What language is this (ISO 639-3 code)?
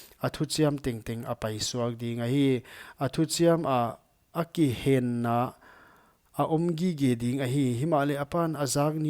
pck